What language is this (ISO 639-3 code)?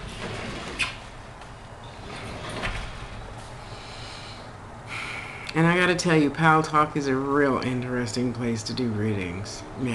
eng